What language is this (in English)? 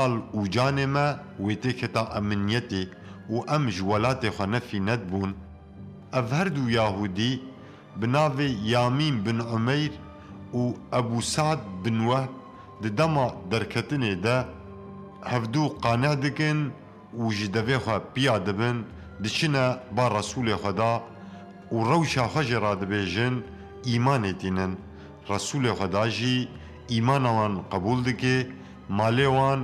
Kurdish